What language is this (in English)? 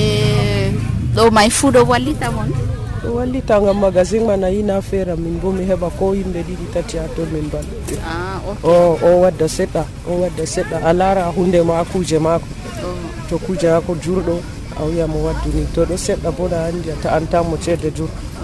Nigerian Fulfulde